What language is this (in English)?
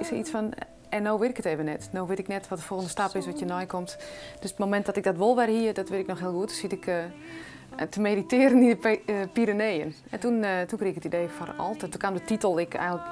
Western Frisian